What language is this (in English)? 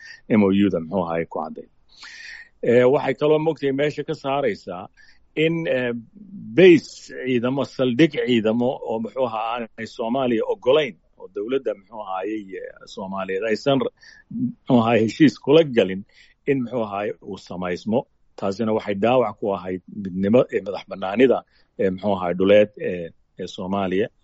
Somali